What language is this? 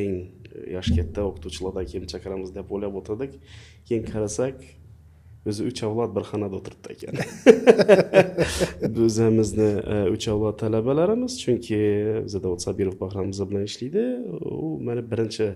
Uzbek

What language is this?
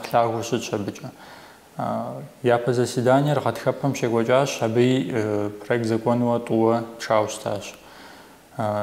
Kabardian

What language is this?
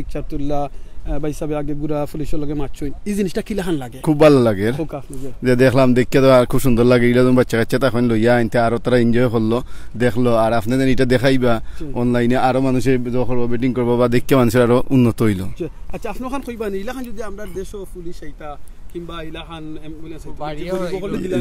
Sylheti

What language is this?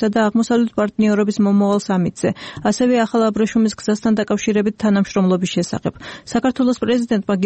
Georgian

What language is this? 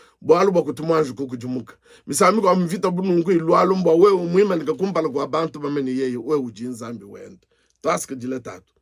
Luba-Lulua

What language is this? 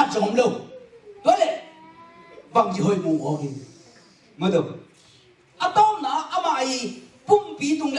Tedim Chin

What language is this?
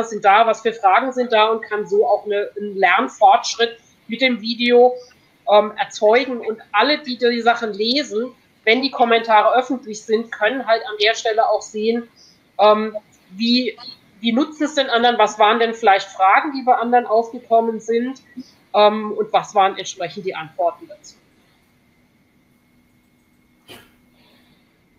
German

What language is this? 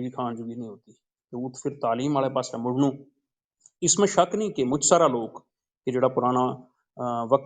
Gujari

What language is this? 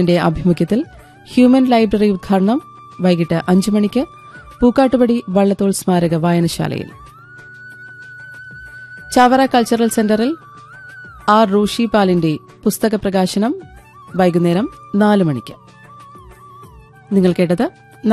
Malayalam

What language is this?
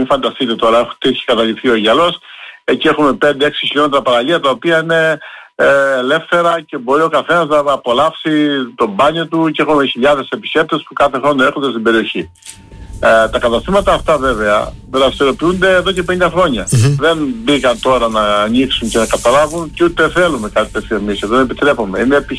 Greek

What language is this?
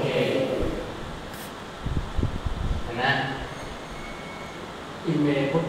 Thai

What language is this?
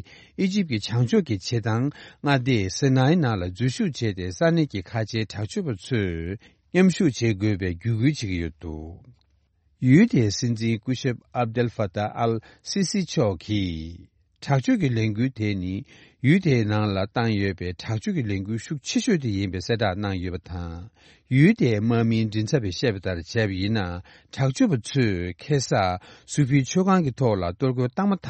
Tibetan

